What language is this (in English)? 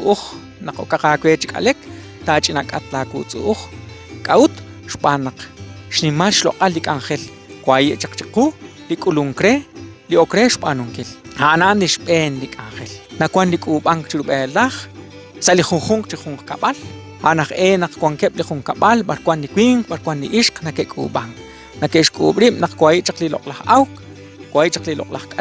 Kekchí